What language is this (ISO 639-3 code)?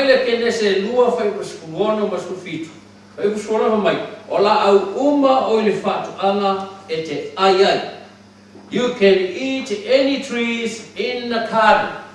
smo